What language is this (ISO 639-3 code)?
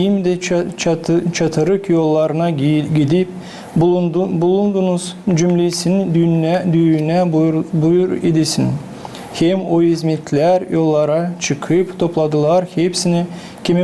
gag